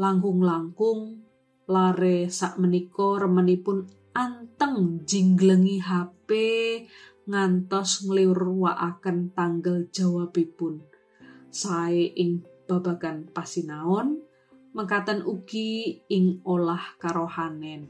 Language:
Javanese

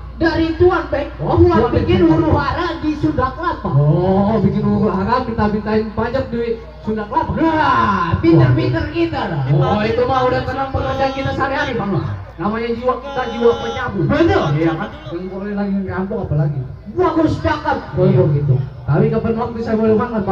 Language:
Betawi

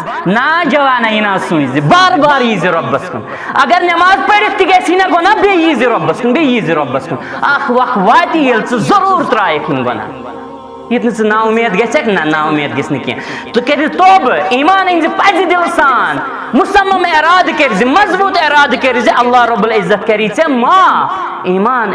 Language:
Kashmiri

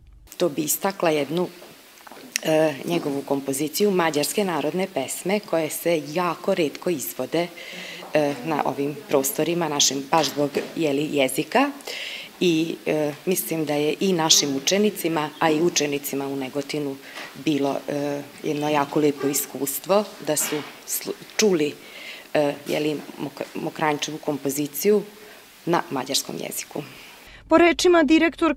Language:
Serbian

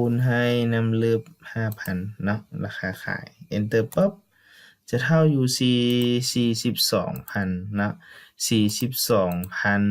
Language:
Lao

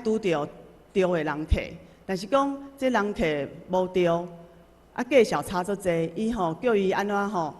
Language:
Min Nan Chinese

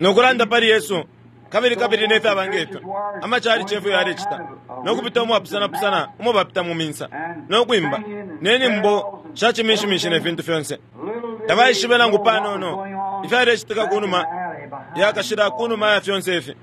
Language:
Bemba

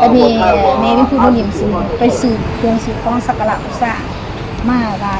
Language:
Lao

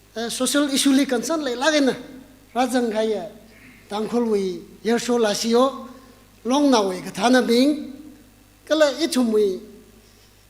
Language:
Tangkhul Naga (India)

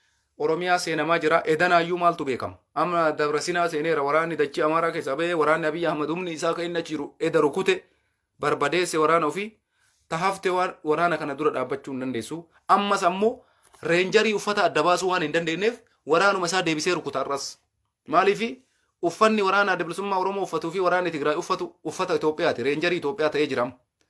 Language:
Oromo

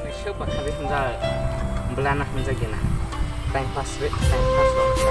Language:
Kok Borok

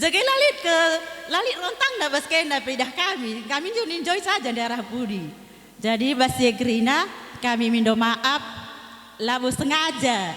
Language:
Batak Karo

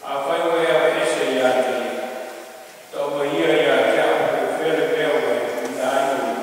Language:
Samoan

